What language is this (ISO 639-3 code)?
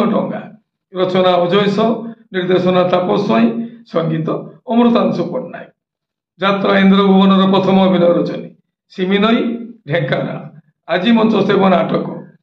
ori